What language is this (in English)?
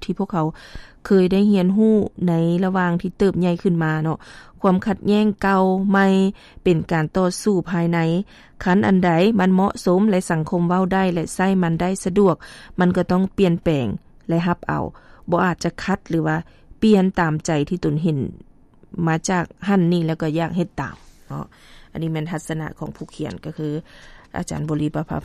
Lao